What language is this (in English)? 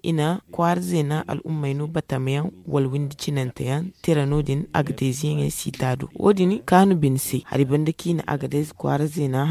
Zarma